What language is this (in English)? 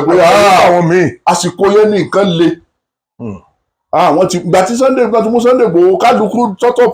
Yoruba